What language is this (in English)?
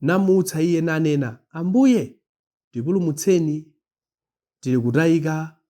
Nyanja